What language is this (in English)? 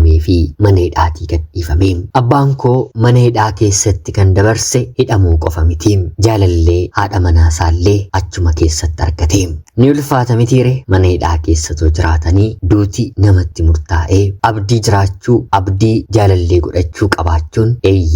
Oromo